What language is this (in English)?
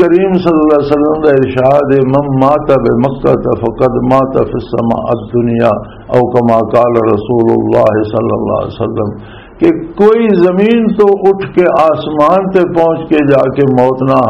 Western Panjabi